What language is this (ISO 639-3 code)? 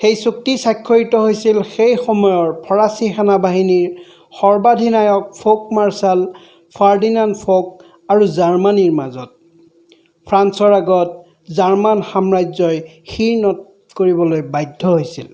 asm